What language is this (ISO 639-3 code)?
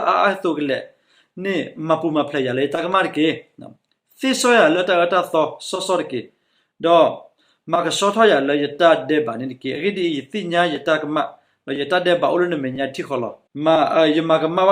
ksw